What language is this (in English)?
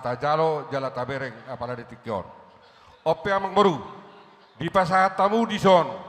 Batak Toba